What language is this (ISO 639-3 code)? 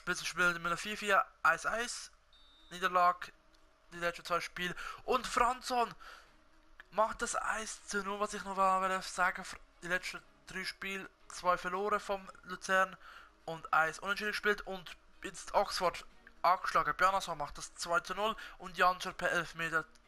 gsw